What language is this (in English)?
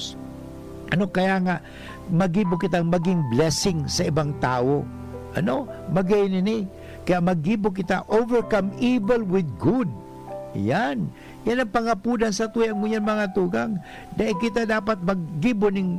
Bikol